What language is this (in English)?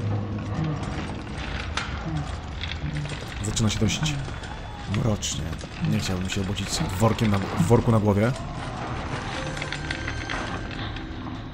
Polish